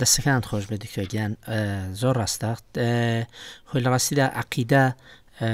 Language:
Central Kurdish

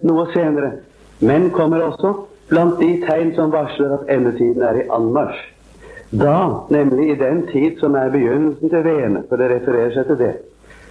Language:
Norwegian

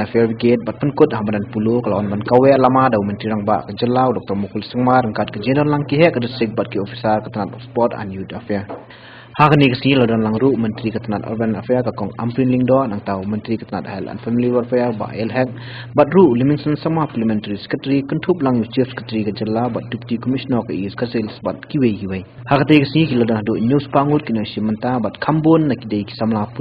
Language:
Khasi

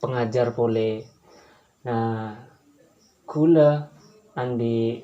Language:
Madurese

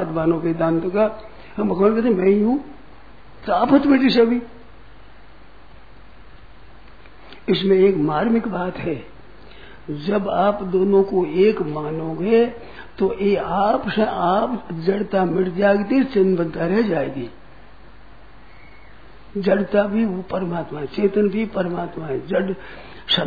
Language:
Hindi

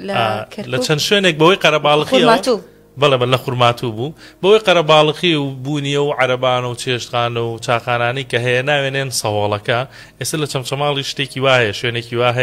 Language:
Central Kurdish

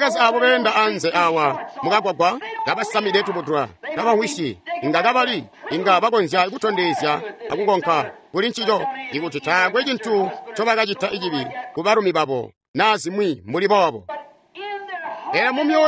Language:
Tonga (Zambia)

